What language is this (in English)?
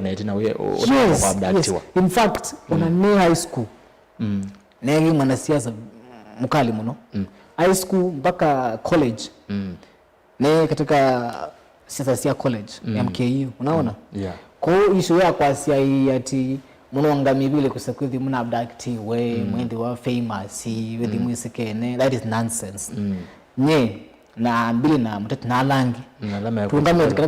Kamba